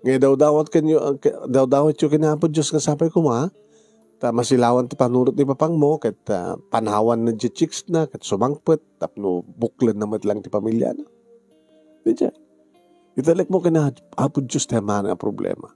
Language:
Iloko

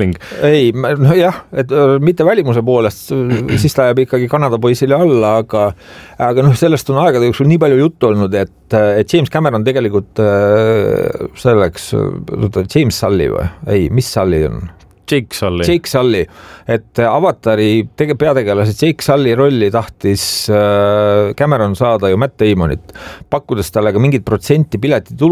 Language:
Estonian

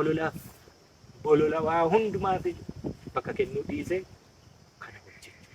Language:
Oromo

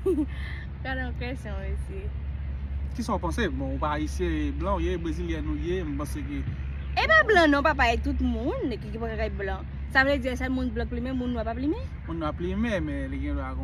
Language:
Haitian Creole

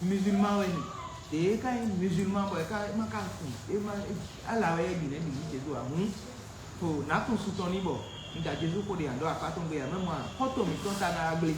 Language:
Fon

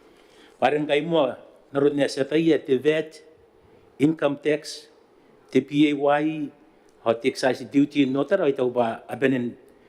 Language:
Gilbertese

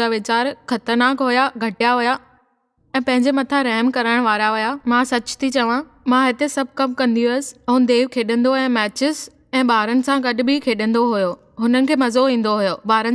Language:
Sindhi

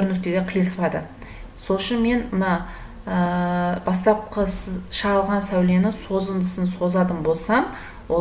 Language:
Kazakh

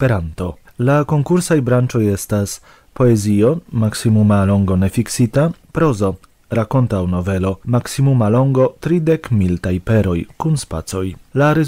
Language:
Esperanto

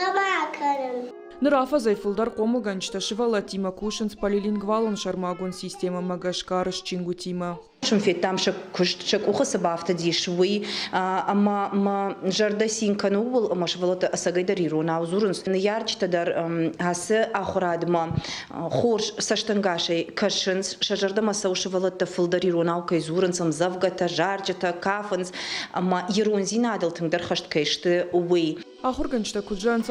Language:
Ossetic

